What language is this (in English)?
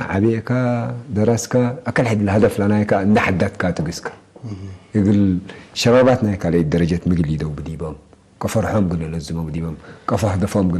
Tigre